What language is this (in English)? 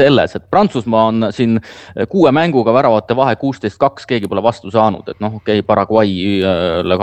Estonian